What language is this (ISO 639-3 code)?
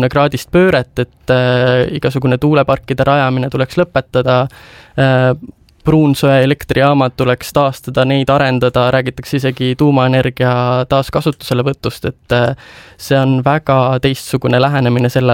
est